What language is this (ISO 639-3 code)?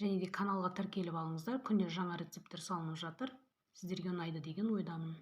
kaz